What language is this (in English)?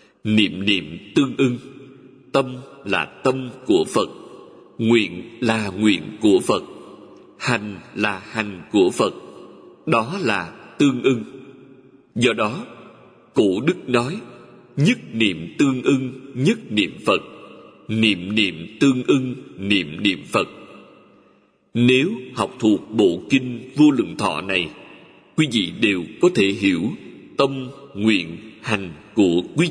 Vietnamese